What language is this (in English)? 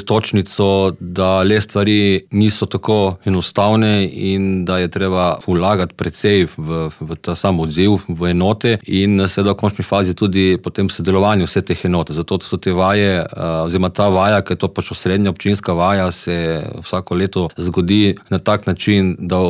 Slovenian